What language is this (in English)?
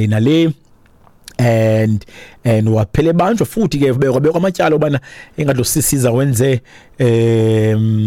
Xhosa